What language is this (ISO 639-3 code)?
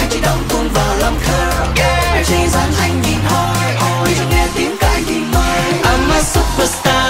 vie